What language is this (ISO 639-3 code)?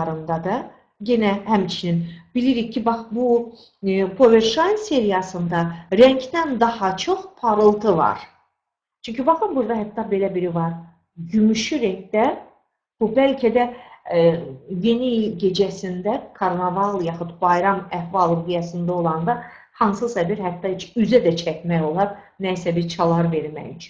aze